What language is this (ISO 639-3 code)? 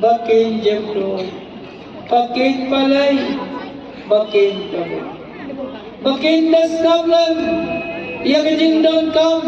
kha